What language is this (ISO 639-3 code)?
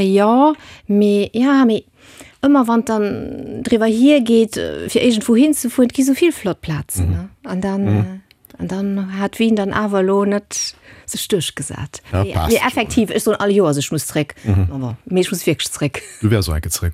ltz